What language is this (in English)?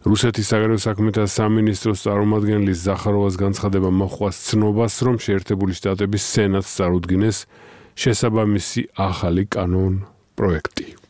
Georgian